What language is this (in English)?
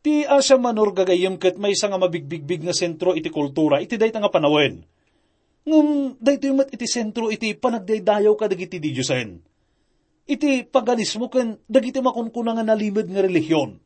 Iloko